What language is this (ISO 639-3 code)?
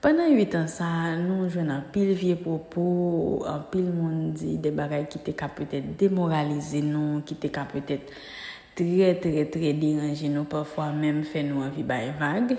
hat